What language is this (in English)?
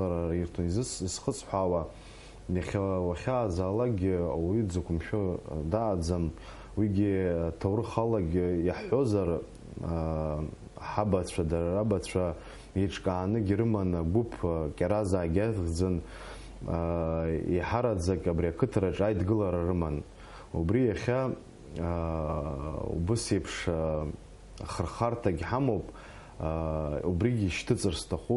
Abkhazian